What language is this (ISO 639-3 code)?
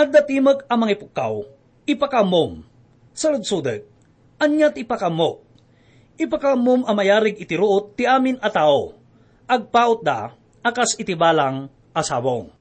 ilo